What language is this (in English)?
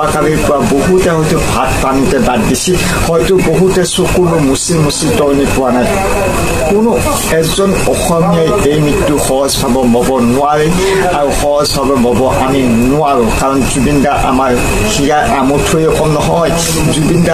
Assamese